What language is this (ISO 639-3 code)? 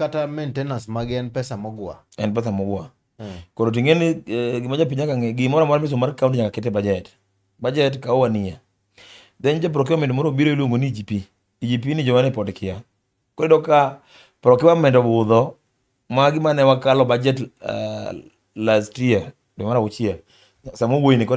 luo